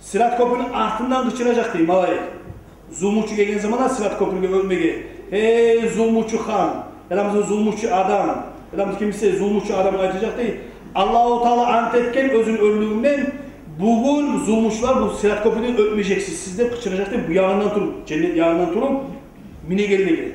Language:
Kumyk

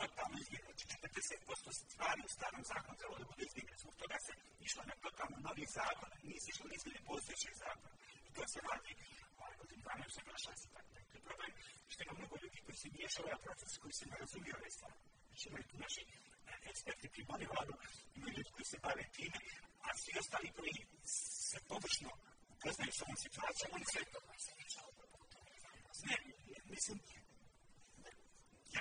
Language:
Bosnian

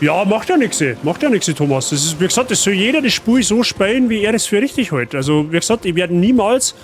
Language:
Bavarian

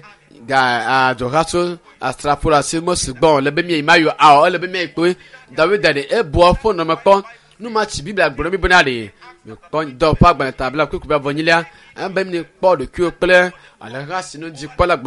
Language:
Ewe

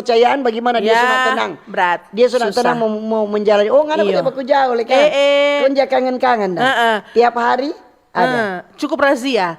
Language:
Manado Malay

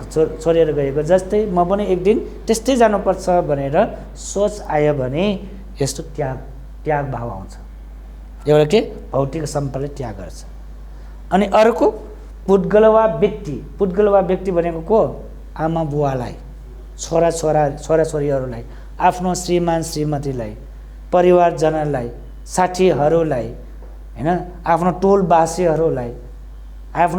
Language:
Nepali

